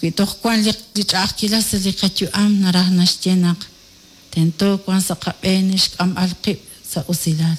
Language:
Kekchí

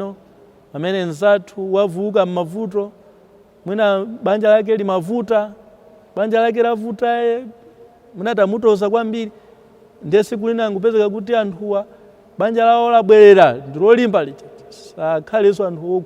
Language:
Nyanja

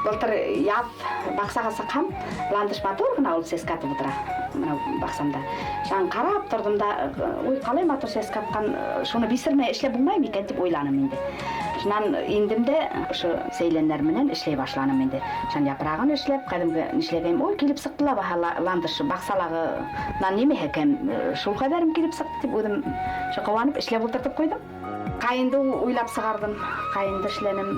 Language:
Bashkir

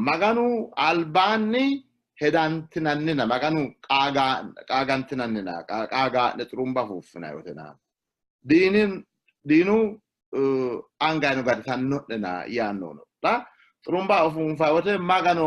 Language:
Sidamo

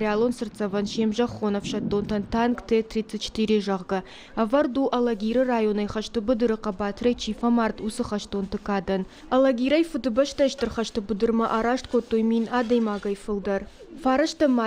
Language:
Ossetic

